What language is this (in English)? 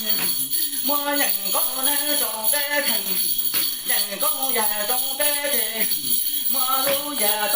Hmong